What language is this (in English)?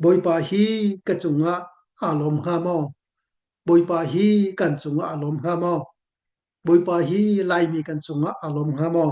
Hakha Chin